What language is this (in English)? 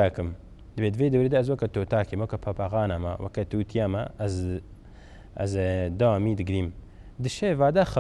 Kurdish